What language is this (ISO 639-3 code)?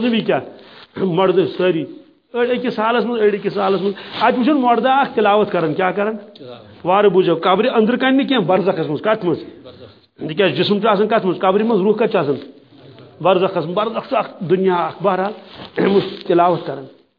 kas